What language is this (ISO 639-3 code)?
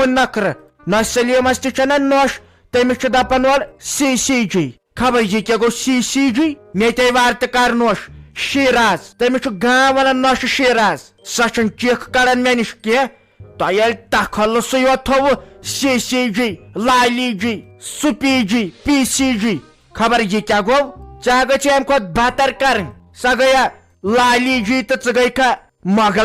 kas